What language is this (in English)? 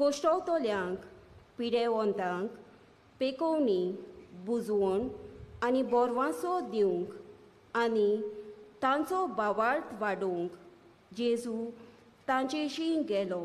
Konkani